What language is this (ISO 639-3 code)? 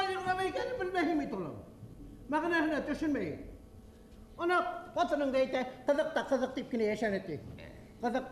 bak